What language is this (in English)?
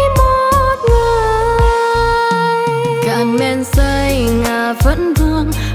Vietnamese